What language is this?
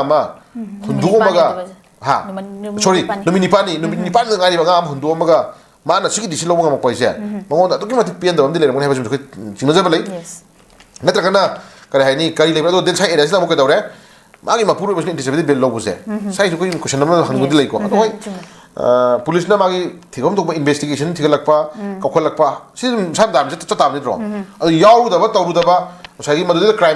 Manipuri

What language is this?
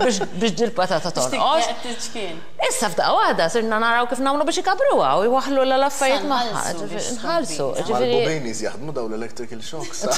Maltese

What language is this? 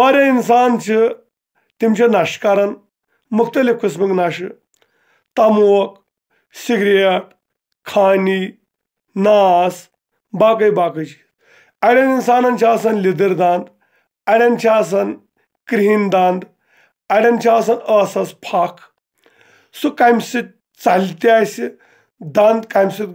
Kashmiri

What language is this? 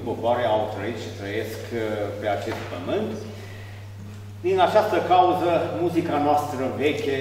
Romanian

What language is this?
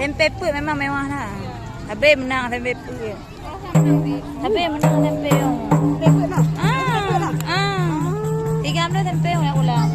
Achinese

